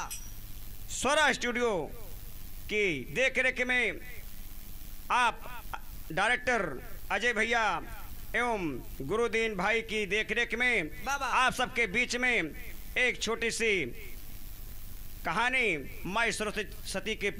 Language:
Bhojpuri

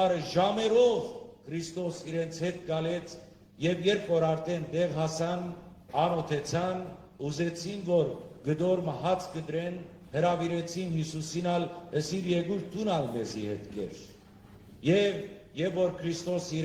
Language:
Western Armenian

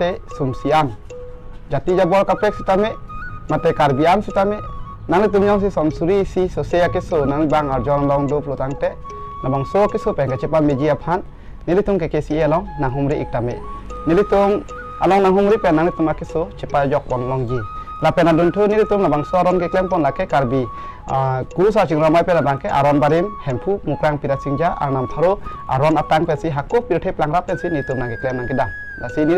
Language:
Karbi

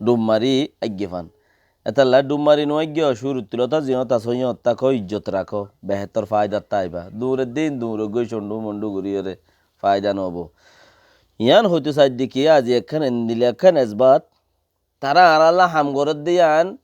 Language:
Rohingya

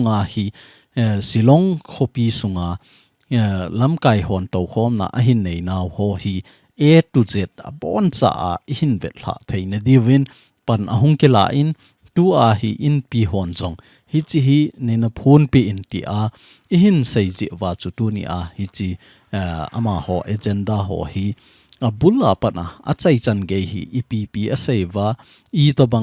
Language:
Thado Chin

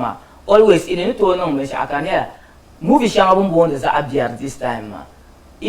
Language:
Dagbani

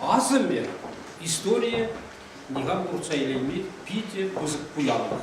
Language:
Chuvash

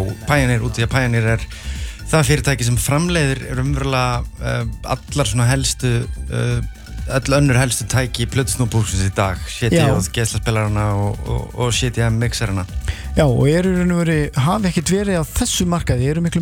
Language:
Icelandic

